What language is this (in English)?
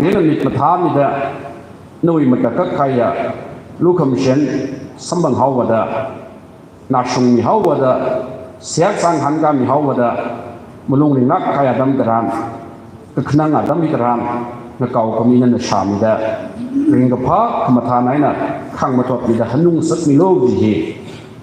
Tangkhul Naga (India)